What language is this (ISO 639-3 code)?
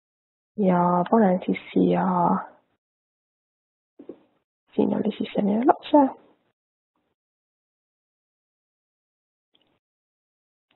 est